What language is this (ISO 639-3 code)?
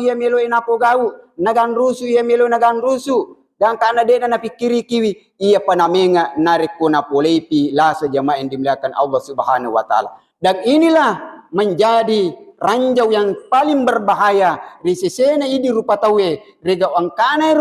bug